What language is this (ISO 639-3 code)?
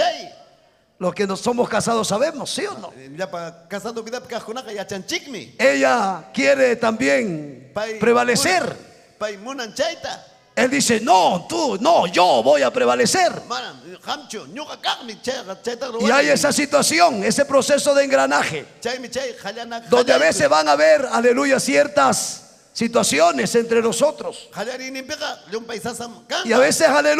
quy